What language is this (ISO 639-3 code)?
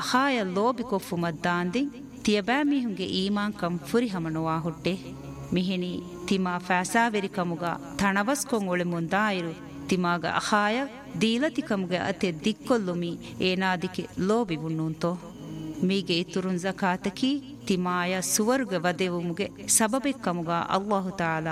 div